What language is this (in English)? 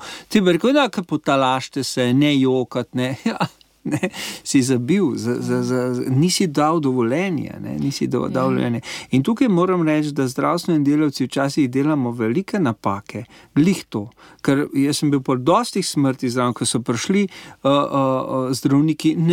Slovenian